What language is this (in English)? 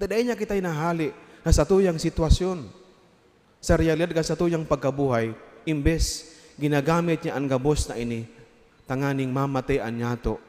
Bikol